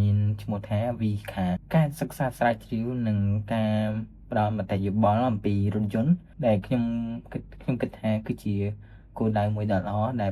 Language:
Khmer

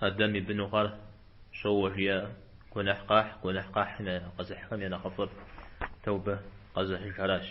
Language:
Kabardian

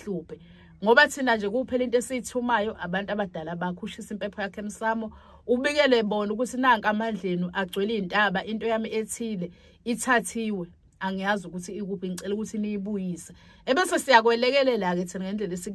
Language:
Zulu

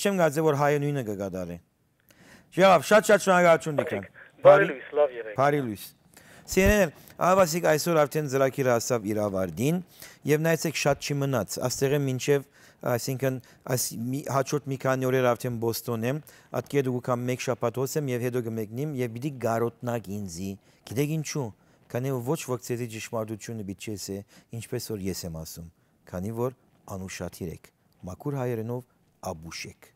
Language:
Western Armenian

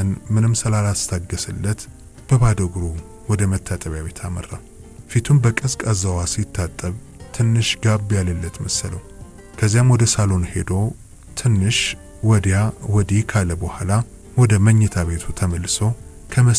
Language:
Amharic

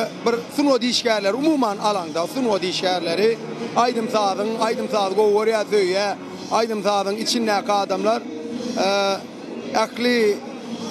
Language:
Turkmen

